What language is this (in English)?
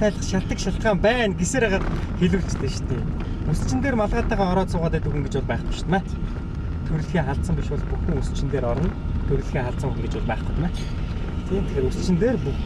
Mongolian